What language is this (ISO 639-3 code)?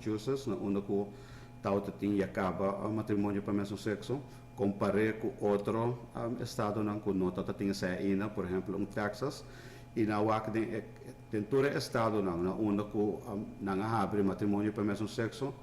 pap